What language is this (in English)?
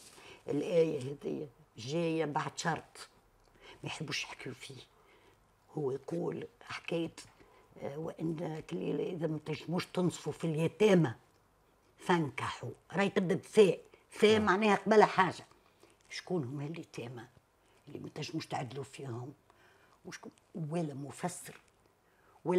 Tunisian Arabic